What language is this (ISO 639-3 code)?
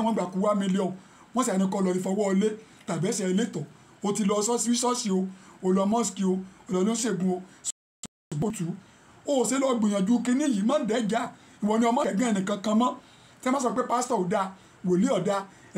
yor